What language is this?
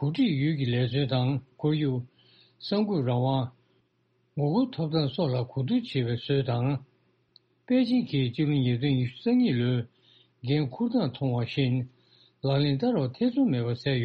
Tibetan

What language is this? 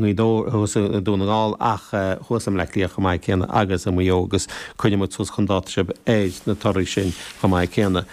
Irish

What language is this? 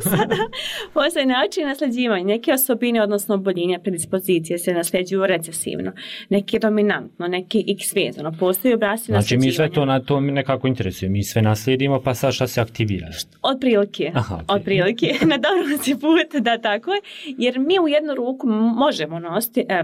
Bosnian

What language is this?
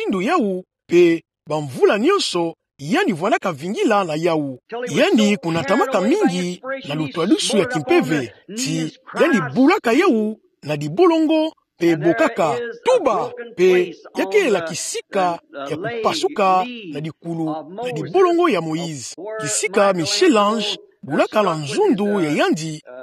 Kituba (Democratic Republic of Congo)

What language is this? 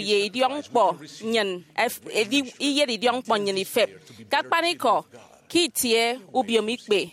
Efik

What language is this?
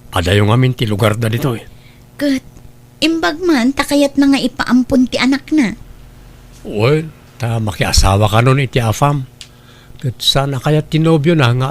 Iloko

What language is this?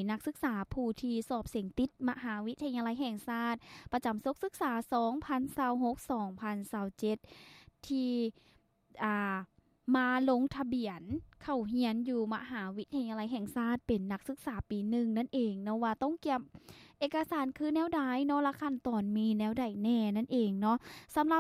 Lao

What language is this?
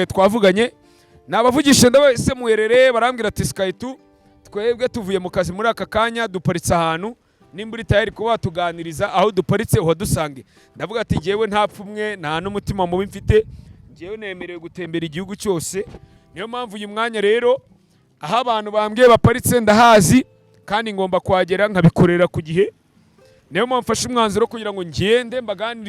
Kinyarwanda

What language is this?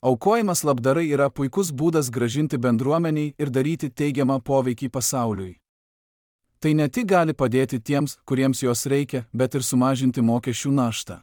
Lithuanian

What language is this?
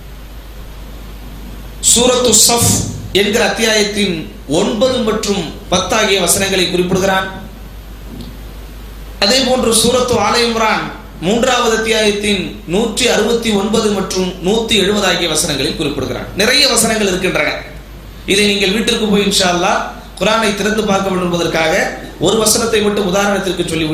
Tamil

